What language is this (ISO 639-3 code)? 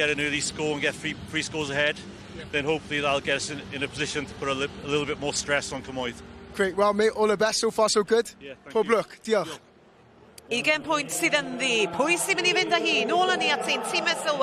cym